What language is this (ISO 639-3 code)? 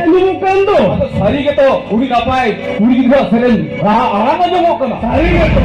sat